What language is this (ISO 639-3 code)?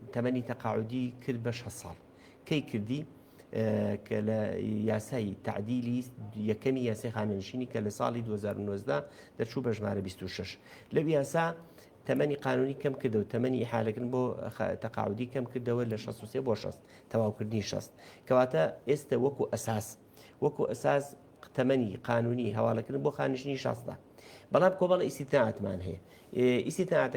ckb